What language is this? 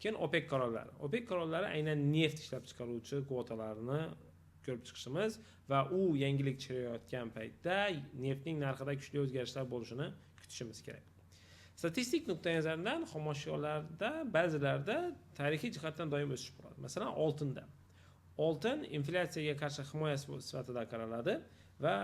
Uzbek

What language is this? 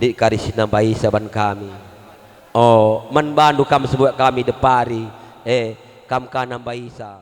Batak Karo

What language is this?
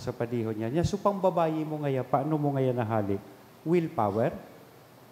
Bikol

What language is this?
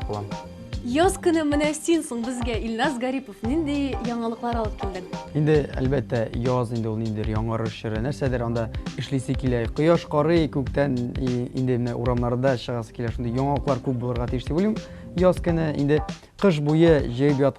Tatar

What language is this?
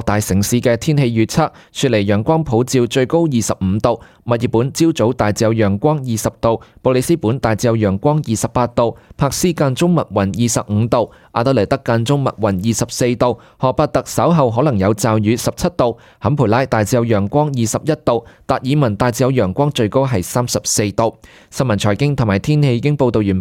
Cantonese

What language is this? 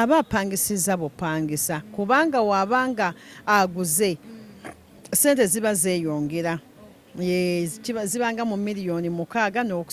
Ganda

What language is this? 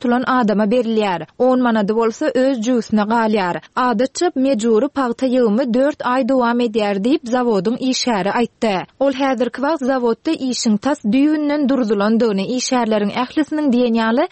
Turkmen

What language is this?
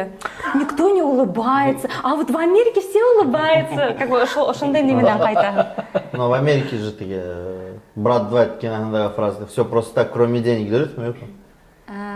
Bashkir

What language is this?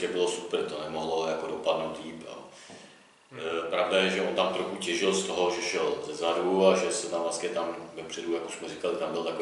Czech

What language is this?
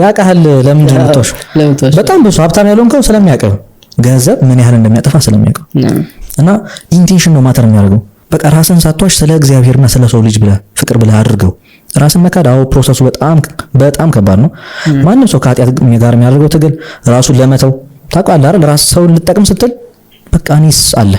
Amharic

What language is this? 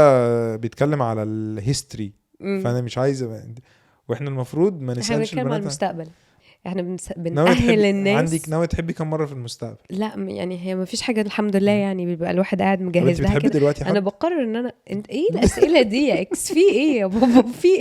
Egyptian Arabic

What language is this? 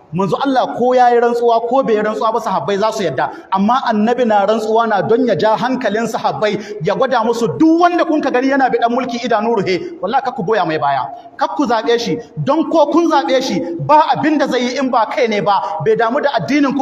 Hausa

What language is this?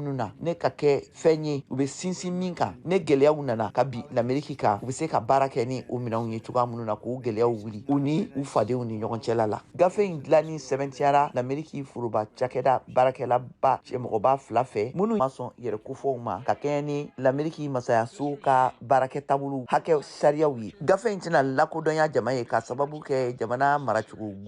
Bambara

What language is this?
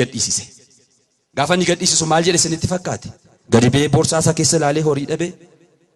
Oromo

